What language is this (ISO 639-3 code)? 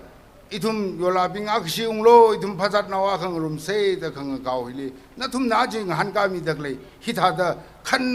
nmf